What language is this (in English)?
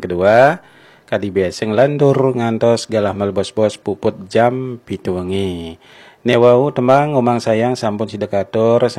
Balinese